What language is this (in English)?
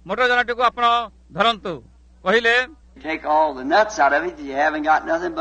Odia